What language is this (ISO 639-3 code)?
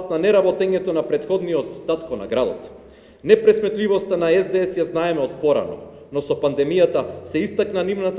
mkd